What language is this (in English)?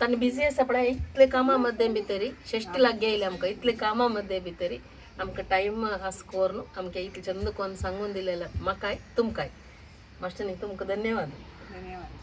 Konkani